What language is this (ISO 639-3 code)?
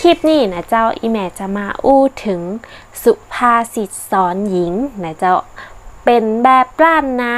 nod